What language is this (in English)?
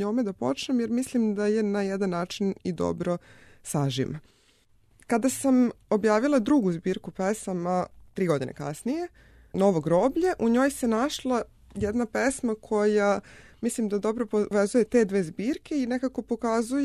Serbian